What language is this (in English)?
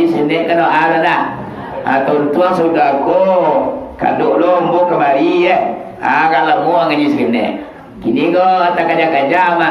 Minangkabau